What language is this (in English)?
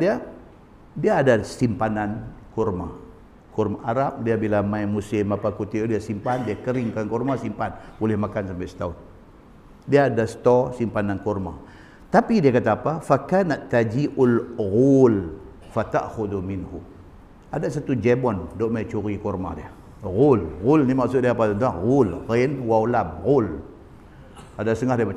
Malay